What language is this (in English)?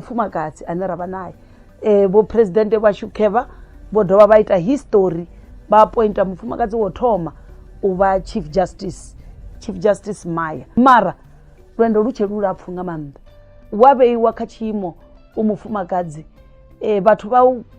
Venda